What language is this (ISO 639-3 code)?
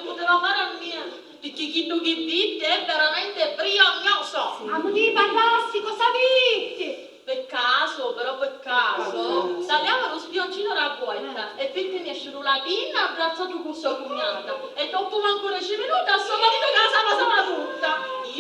scn